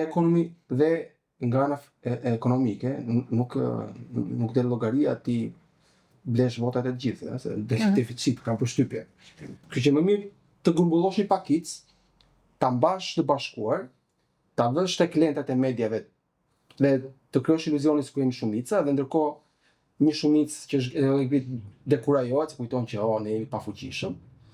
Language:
Albanian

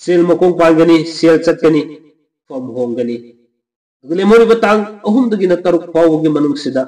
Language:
Manipuri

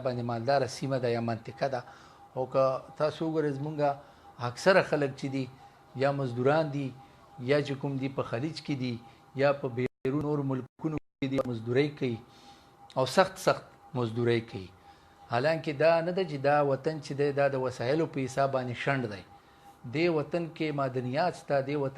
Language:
Pashto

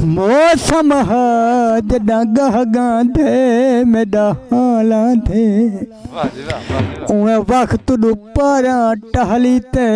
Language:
Saraiki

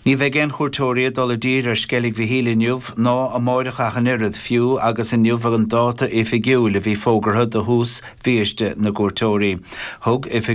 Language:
Irish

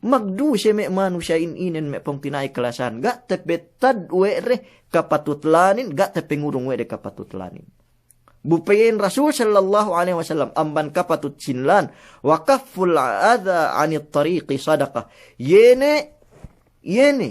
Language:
Yakan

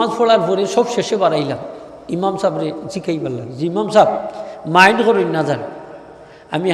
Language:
Sylheti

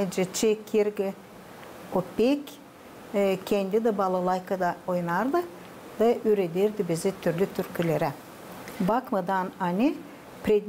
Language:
Gagauz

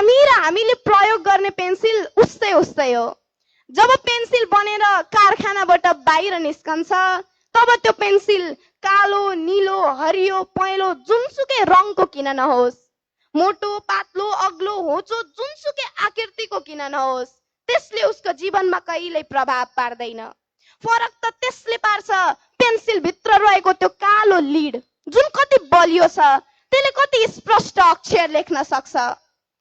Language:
Nepali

